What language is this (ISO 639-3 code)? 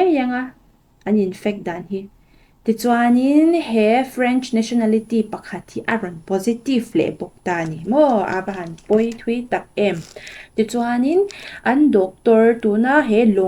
lus